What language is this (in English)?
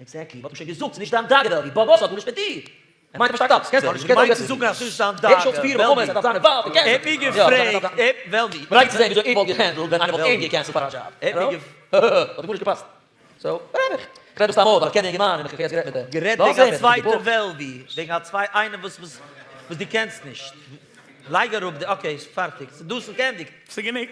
Yiddish